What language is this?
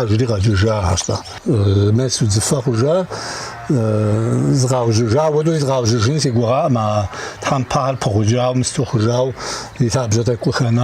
Kabardian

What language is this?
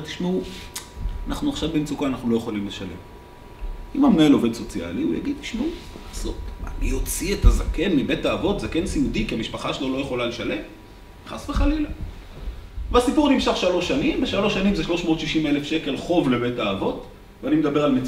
Hebrew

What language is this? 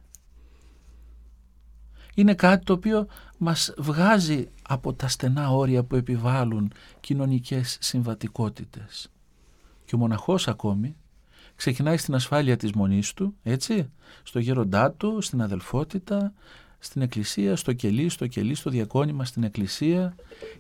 Greek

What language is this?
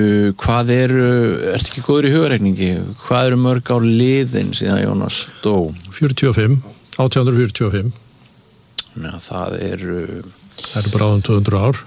Icelandic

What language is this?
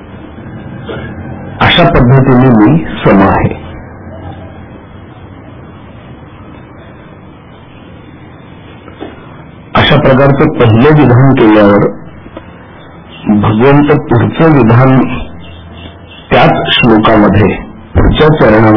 Marathi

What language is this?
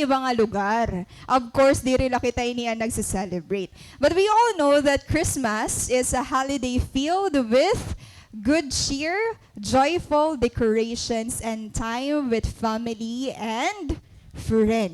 Waray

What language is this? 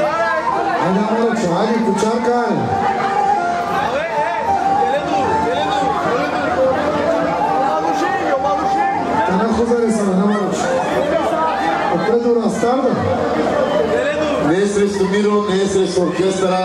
Bulgarian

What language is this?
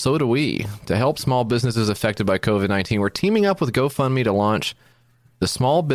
English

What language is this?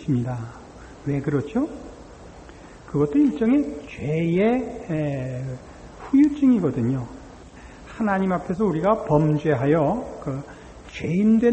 Korean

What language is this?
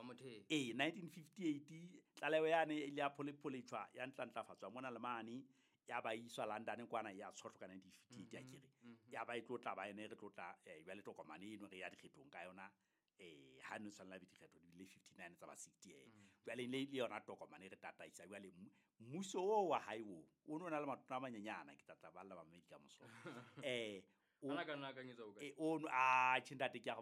Southern Sotho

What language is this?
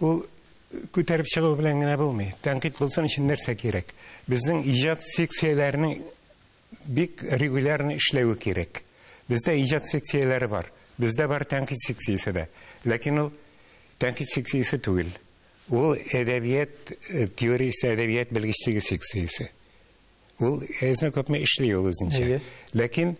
Tatar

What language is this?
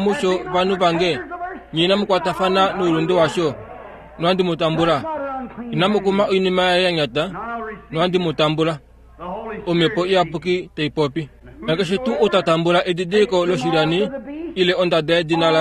Kuanyama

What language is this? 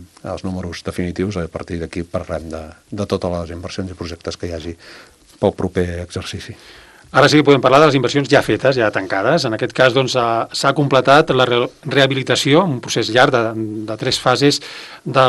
Catalan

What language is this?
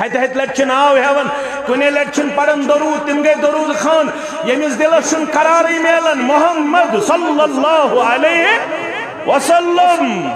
Kashmiri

